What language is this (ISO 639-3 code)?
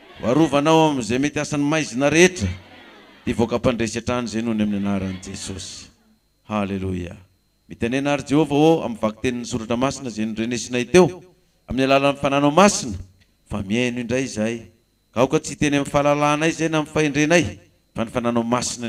mlg